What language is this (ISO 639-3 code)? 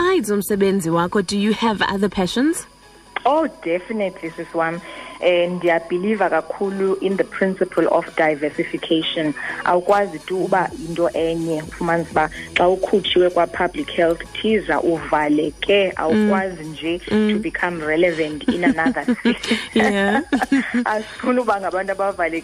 xho